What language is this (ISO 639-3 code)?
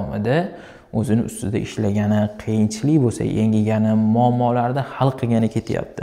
uzb